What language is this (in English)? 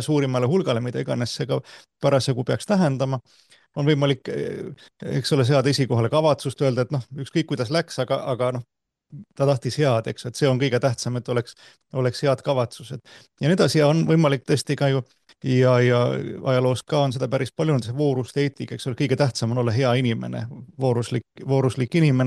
Estonian